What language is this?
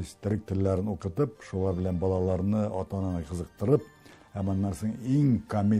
Tatar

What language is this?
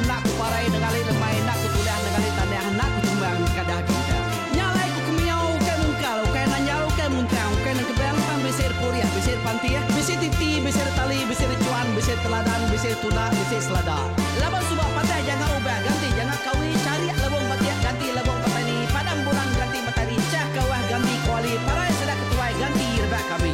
Iban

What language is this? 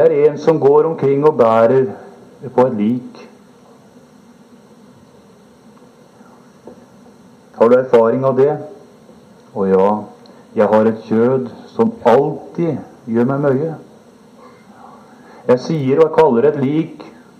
Norwegian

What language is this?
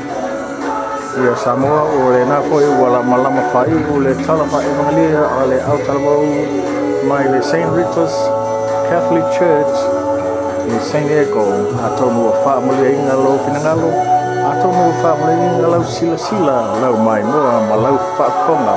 Samoan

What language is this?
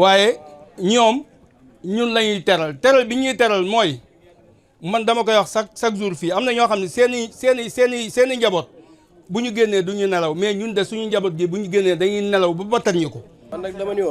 Wolof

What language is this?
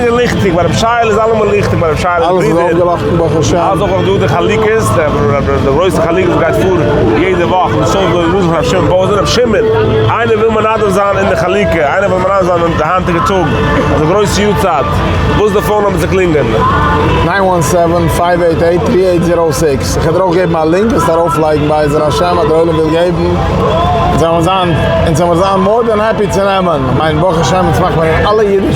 Yiddish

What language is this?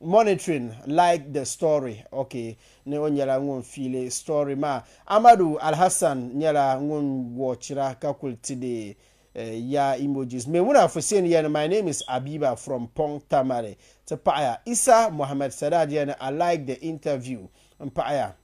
Dagbani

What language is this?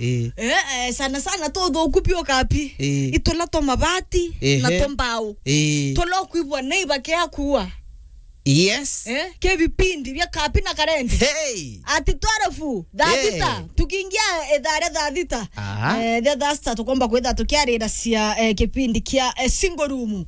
Meru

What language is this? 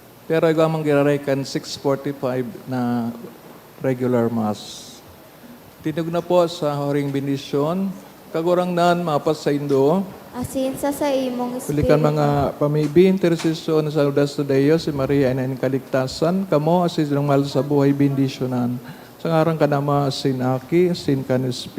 Bikol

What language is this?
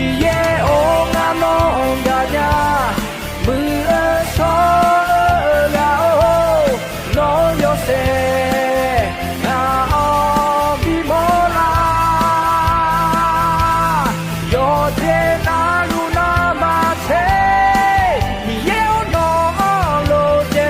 Akha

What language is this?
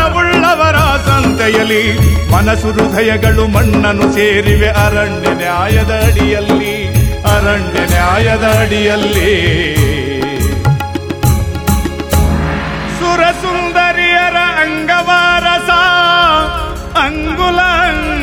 Kannada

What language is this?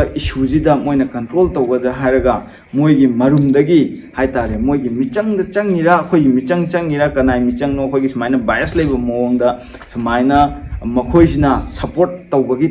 Manipuri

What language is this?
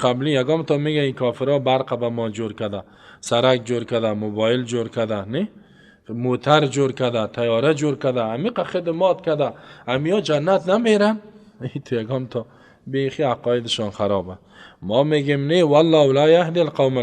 Persian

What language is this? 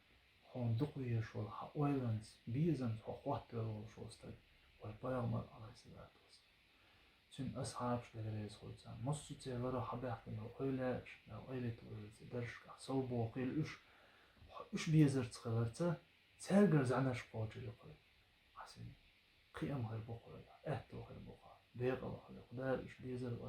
Chechen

